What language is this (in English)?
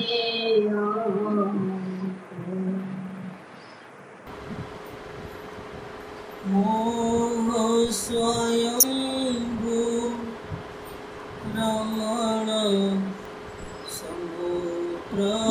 Gujarati